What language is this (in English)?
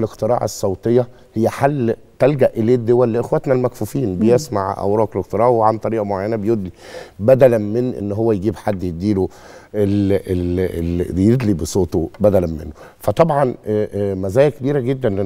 Egyptian Arabic